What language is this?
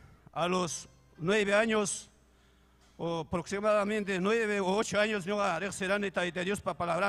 Ayacucho Quechua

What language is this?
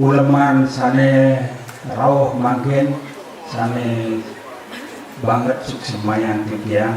Balinese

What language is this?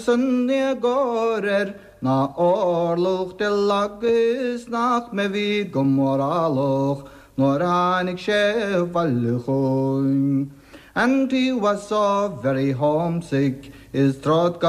Irish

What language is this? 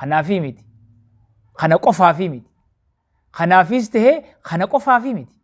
Oromo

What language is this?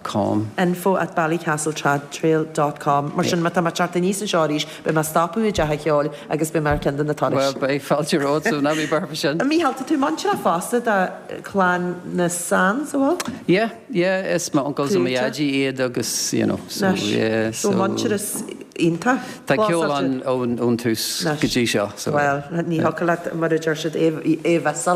Irish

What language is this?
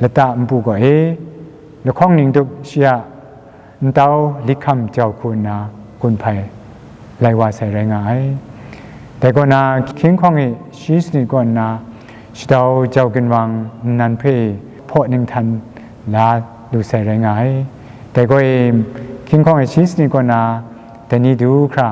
Kachin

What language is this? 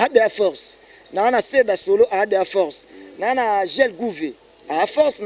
Lingala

